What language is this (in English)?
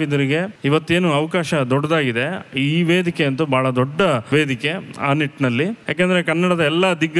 Kannada